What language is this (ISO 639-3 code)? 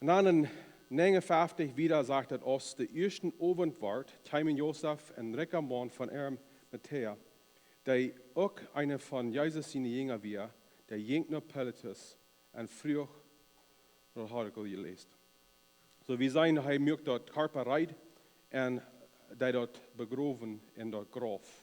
pdt